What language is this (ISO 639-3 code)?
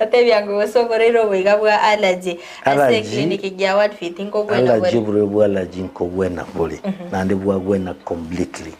guz